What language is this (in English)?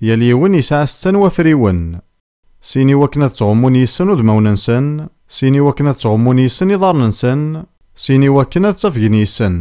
Kabyle